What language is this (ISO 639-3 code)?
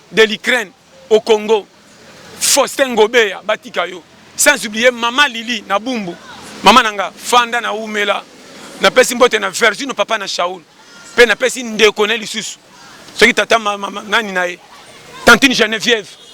lin